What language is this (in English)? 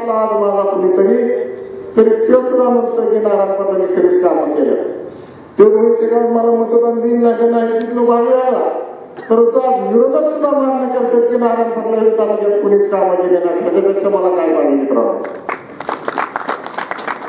Marathi